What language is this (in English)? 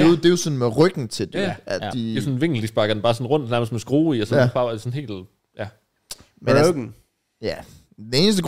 Danish